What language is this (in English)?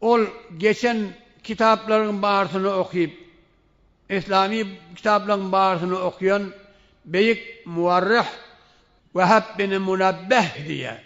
Turkmen